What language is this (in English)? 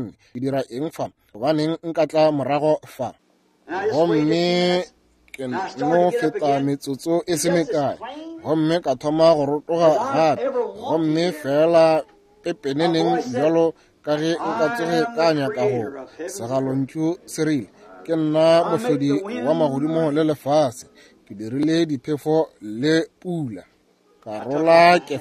Northern Sotho